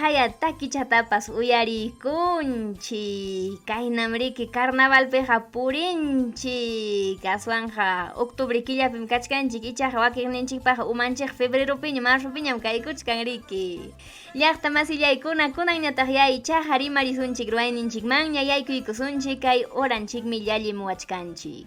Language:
Ayacucho Quechua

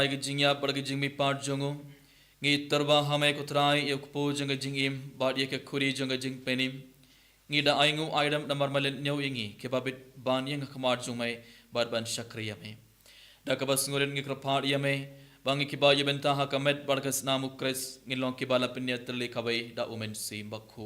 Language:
Khasi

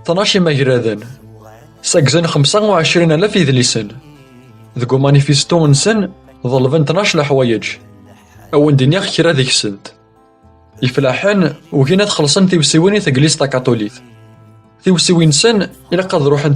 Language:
Kabyle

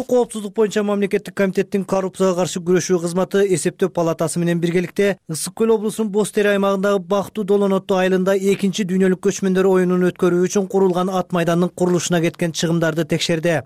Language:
Kyrgyz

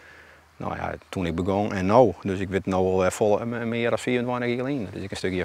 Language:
Western Frisian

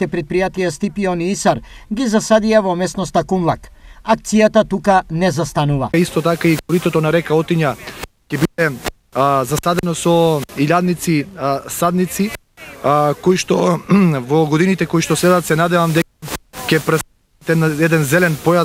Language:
Macedonian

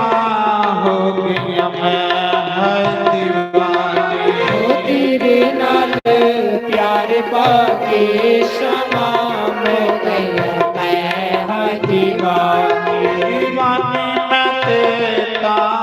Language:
Dogri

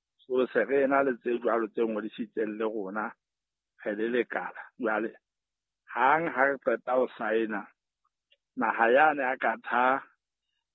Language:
Southern Sotho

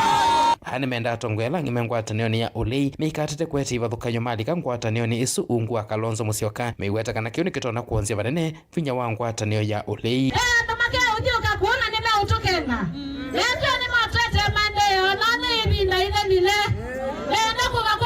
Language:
Kamba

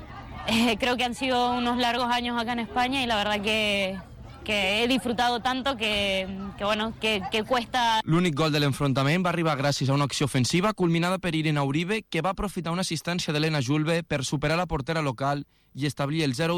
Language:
Catalan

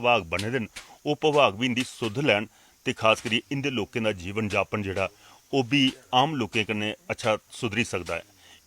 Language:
Dogri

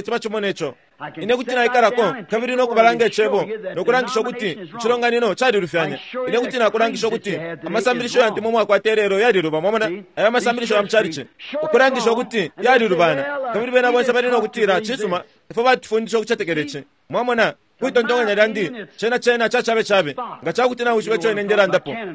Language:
Bemba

